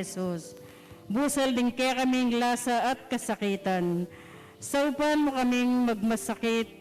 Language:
Pampanga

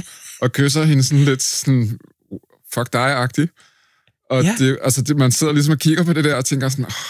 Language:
Danish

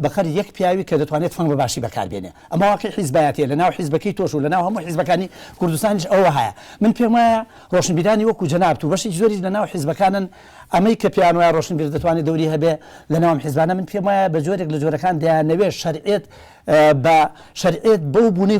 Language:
Central Kurdish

